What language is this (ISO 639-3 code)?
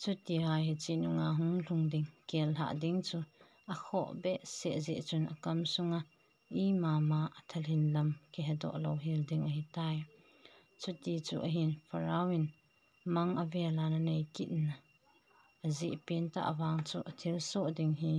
tcz